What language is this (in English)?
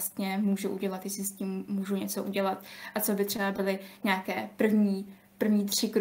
Czech